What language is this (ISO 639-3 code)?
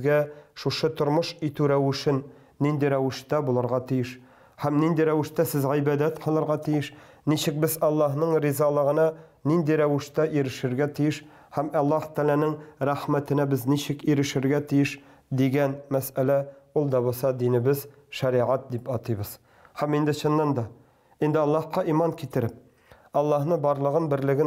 tat